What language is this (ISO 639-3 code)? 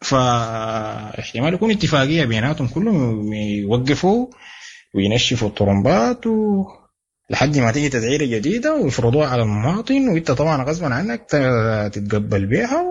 apd